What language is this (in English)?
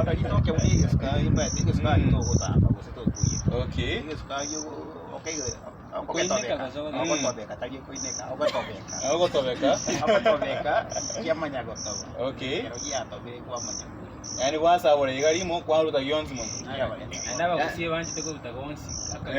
Gusii